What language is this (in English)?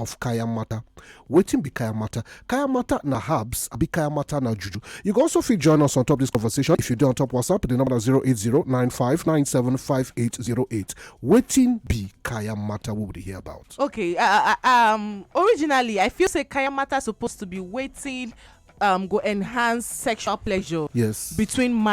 Nigerian Pidgin